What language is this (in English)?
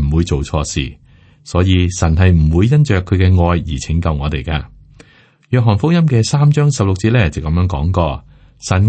Cantonese